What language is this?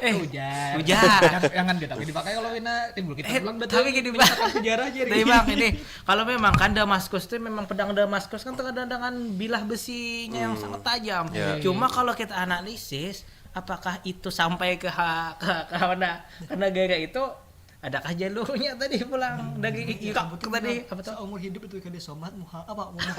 Banjar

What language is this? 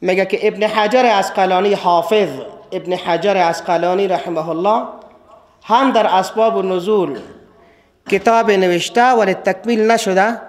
Persian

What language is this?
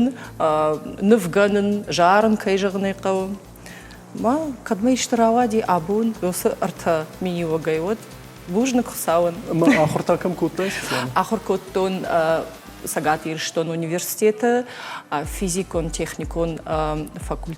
Ossetic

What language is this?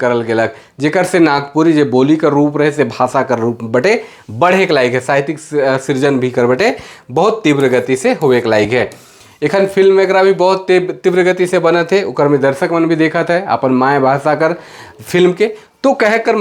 Sadri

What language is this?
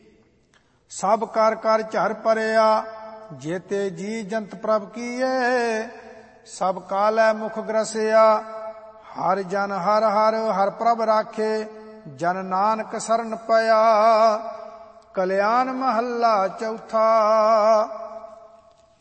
Punjabi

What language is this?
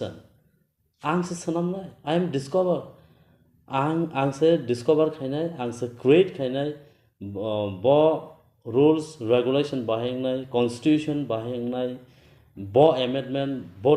Kok Borok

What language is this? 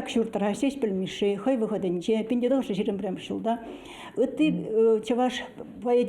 Chuvash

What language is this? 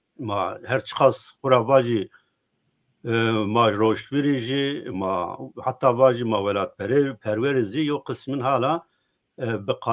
Zaza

